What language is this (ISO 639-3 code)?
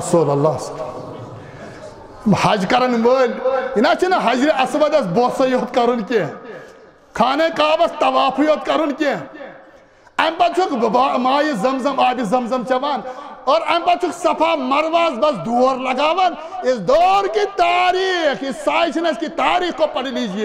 kas